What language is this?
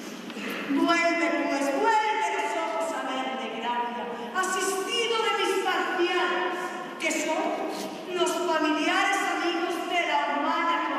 Spanish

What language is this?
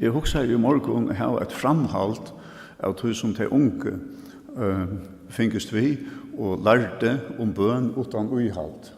Faroese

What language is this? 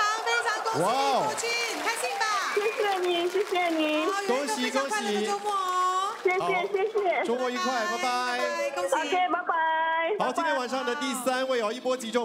Chinese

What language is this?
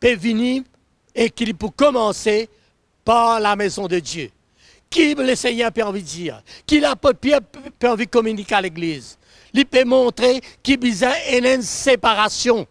Morisyen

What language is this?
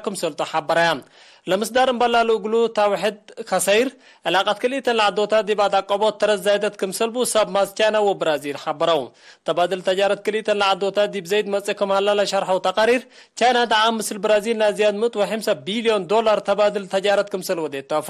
Tigre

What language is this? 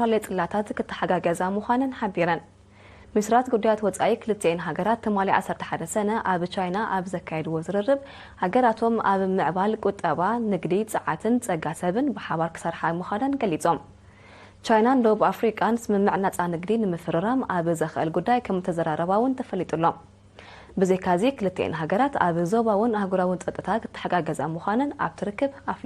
Tigrinya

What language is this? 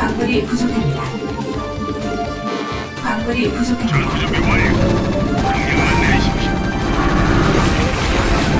Korean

